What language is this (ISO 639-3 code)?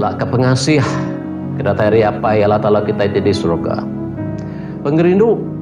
iba